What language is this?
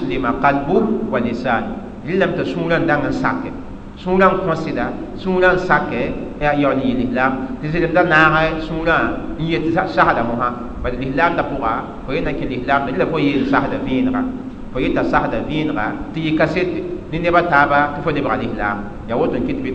Mossi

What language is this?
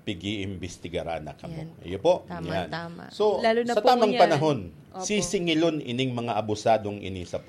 Bikol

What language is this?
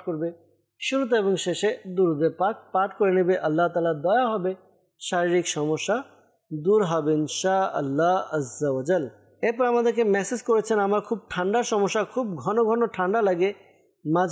Bangla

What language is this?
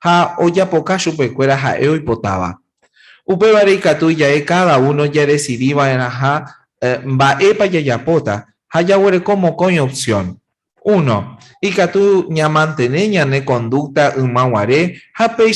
Guarani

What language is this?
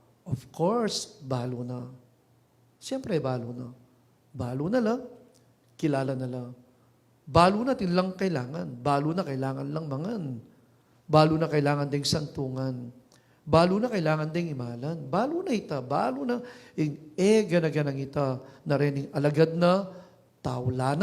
Pampanga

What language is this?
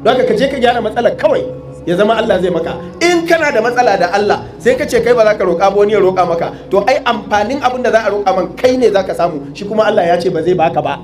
Hausa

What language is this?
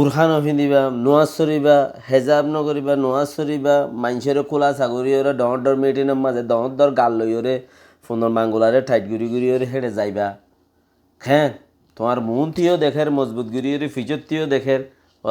Rohingya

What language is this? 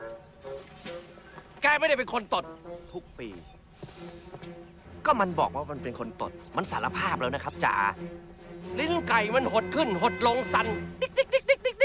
Thai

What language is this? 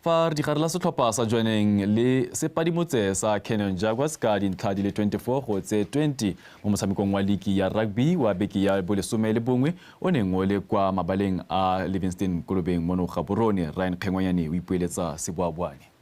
Tswana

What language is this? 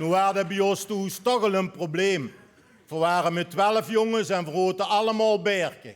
Limburgish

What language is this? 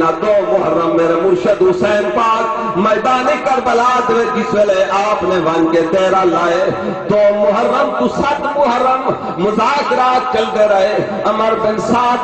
Saraiki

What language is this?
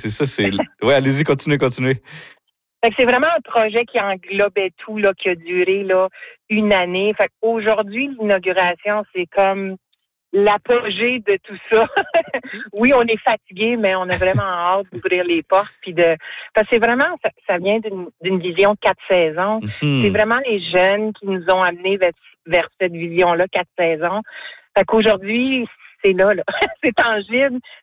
French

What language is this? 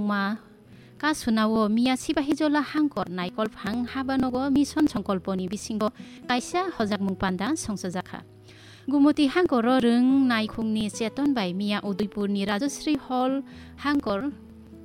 Kok Borok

